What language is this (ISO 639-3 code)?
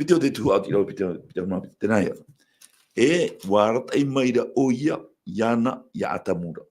tah